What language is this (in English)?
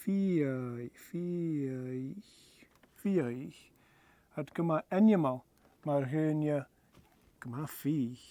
Scottish Gaelic